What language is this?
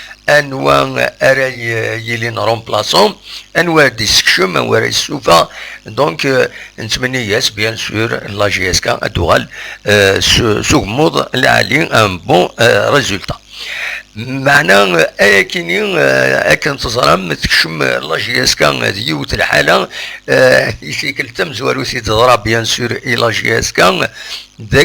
Kabyle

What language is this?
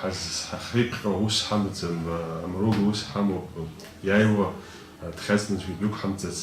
Abkhazian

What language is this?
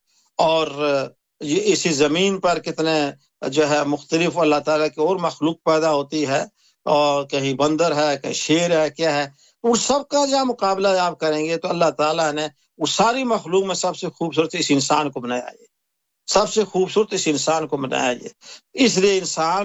Urdu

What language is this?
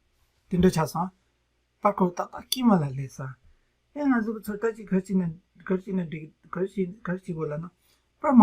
Tibetan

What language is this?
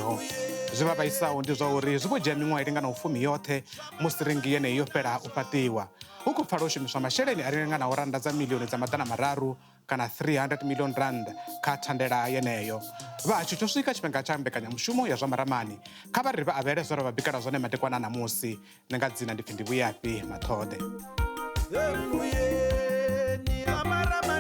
Venda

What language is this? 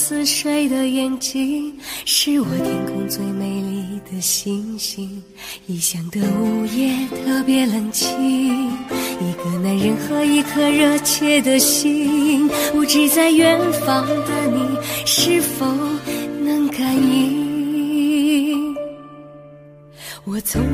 Chinese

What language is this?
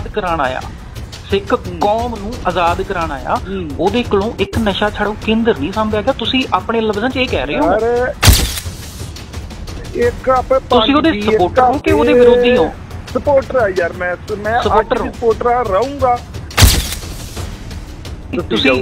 Punjabi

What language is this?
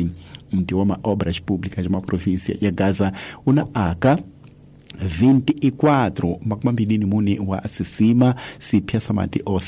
Tsonga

